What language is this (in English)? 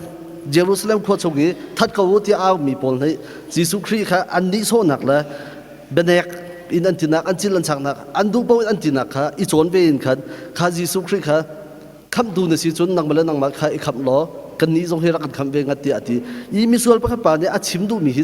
Hakha Chin